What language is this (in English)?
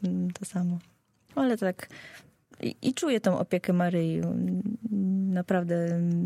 Polish